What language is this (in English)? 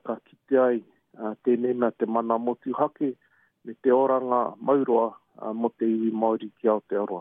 Māori